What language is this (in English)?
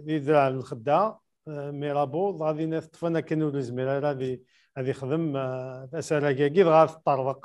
Kabyle